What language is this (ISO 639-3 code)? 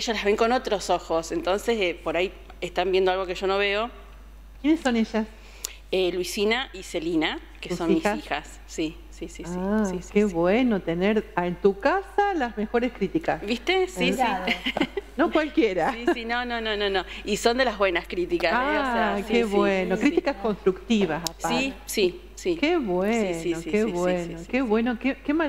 spa